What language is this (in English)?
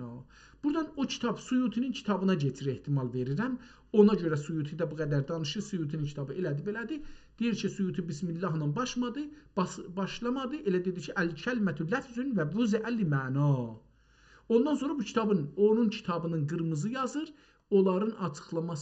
South Azerbaijani